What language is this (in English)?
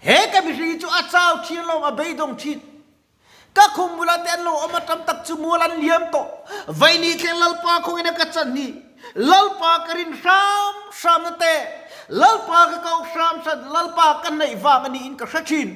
Mizo